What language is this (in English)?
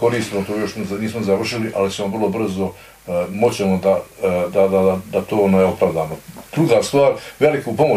Bosnian